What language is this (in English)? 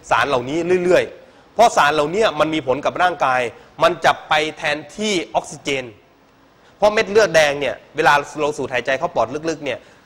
Thai